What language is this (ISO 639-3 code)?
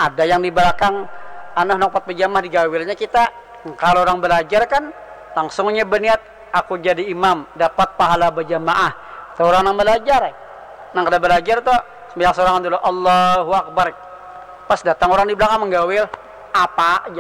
bjn